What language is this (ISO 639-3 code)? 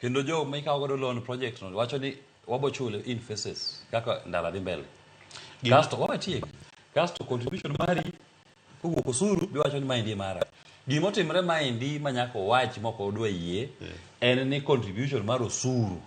luo